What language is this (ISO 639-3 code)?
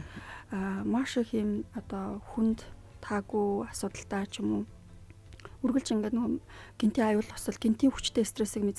mon